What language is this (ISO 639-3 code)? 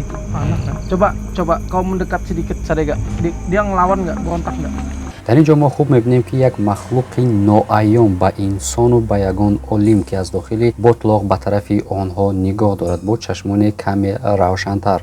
tgk